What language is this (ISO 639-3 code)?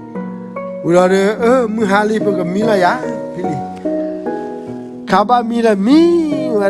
ksw